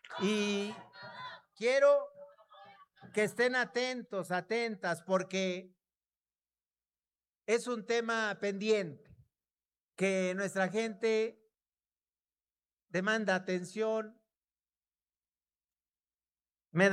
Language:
Spanish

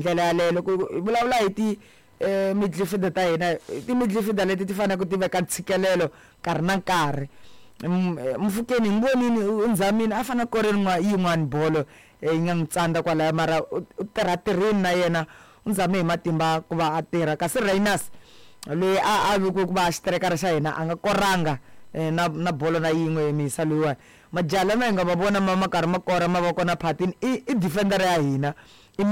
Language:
Tsonga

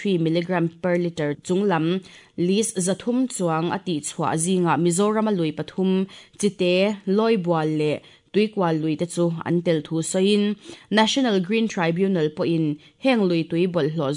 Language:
Mizo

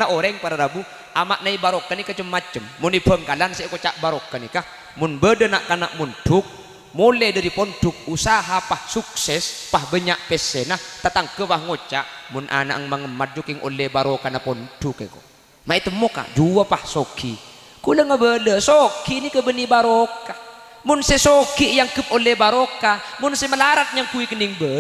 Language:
Madurese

